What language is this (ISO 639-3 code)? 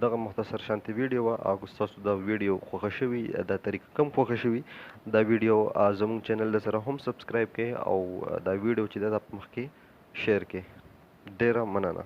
pus